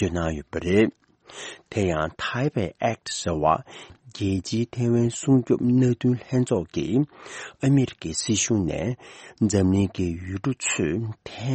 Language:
Tibetan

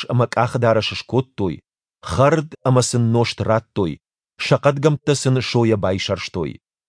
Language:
Ossetic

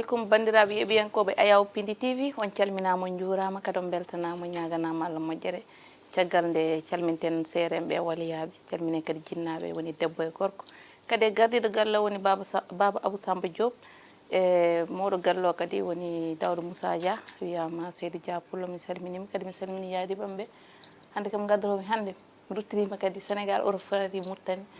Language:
Fula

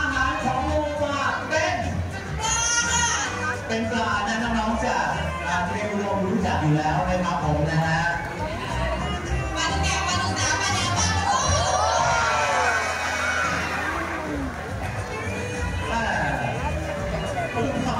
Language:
Thai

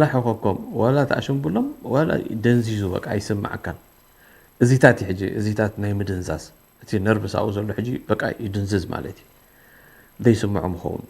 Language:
Tigrinya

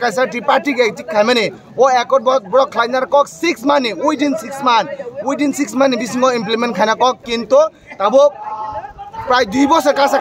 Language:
Kok Borok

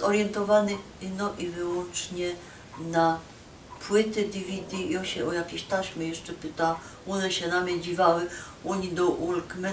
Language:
Silesian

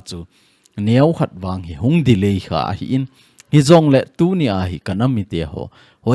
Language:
Thado Chin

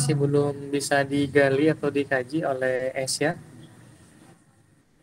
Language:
Indonesian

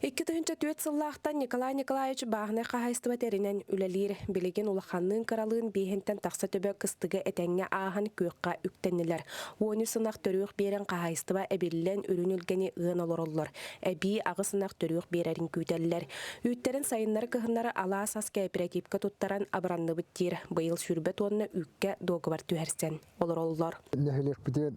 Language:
Yakut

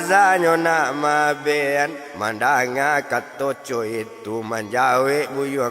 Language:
Minangkabau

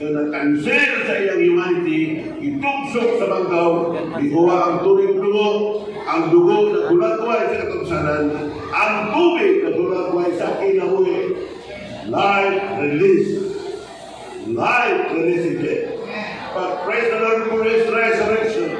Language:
Cebuano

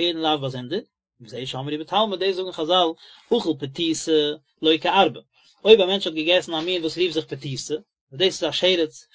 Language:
Yiddish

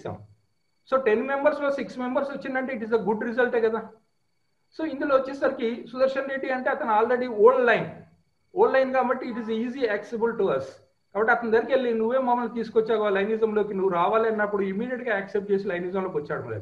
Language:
Telugu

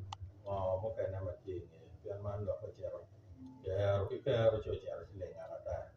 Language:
Acoli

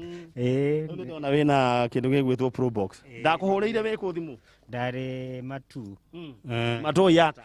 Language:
Kikuyu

